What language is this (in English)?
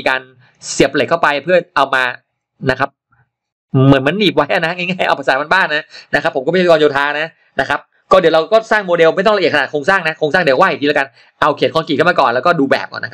Thai